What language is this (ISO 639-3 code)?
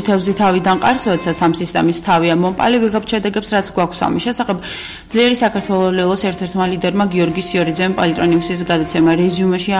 kat